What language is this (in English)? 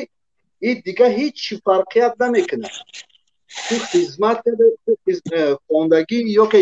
Tajik